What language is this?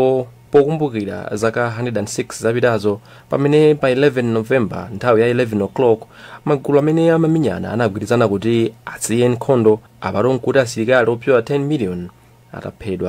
Nyanja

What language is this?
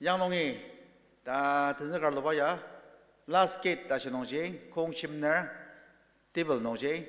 Ao Naga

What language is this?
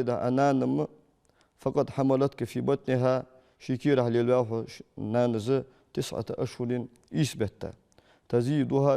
Ingush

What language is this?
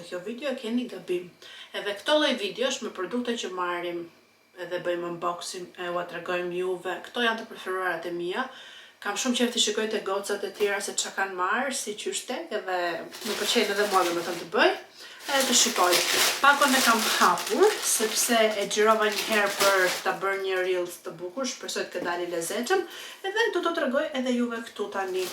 Albanian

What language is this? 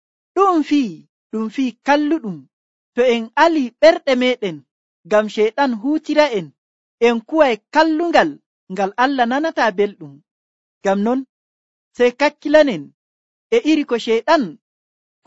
Nigerian Fulfulde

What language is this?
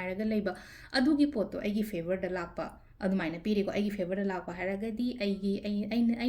Manipuri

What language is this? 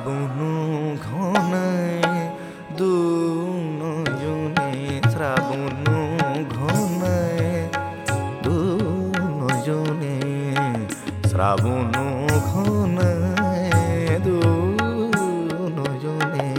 Bangla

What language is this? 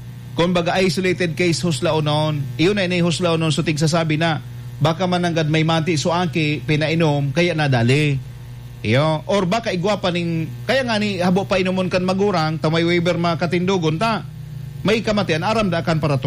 Bikol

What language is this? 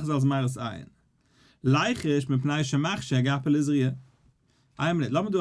Yiddish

